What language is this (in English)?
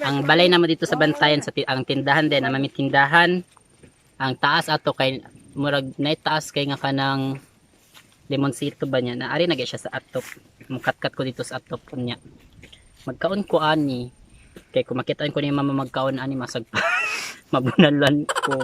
Cebuano